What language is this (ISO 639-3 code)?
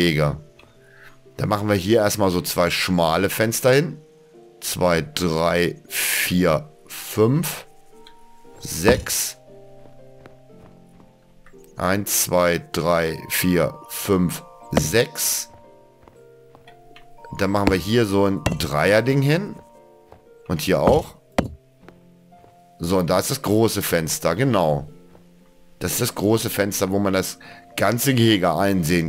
deu